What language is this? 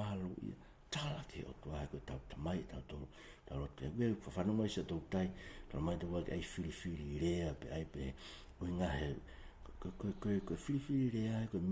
Tongan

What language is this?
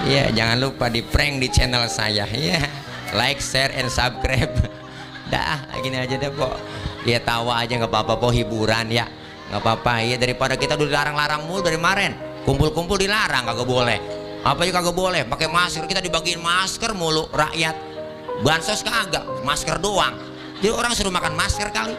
Betawi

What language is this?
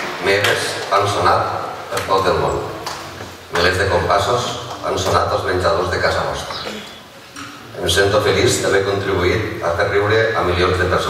Catalan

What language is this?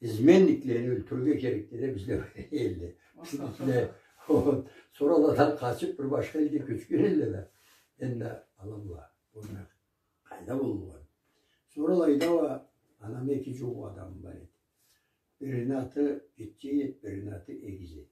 Karachay-Balkar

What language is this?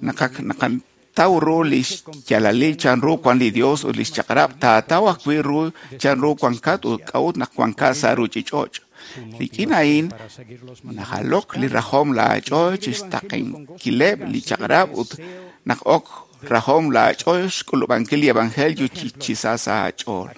Kekchí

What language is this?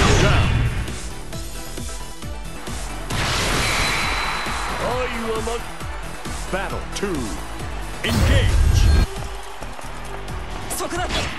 Japanese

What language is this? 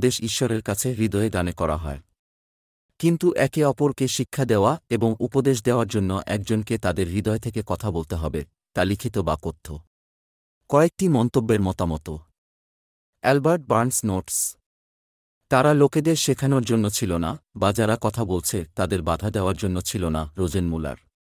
Bangla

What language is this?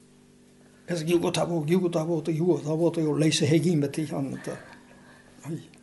Basque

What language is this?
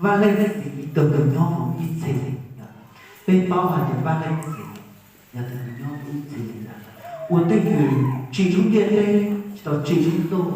Hmong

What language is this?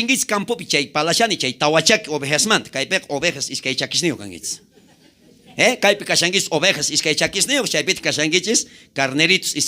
South Bolivian Quechua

